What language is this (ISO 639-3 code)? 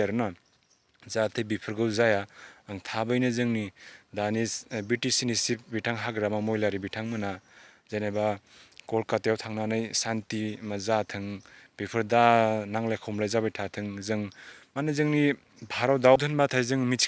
brx